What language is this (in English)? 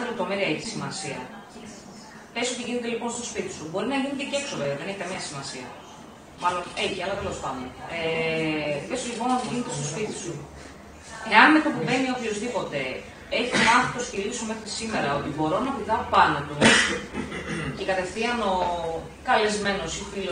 Greek